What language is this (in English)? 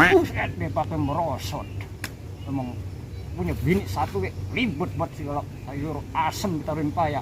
Betawi